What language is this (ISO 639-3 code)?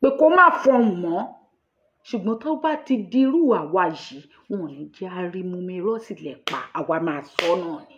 yor